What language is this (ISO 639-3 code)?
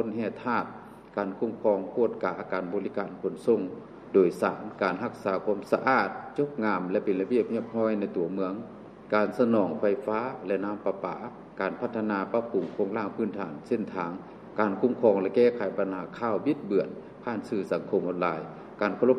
lao